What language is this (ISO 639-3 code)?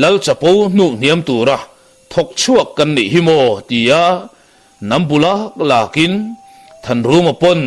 lus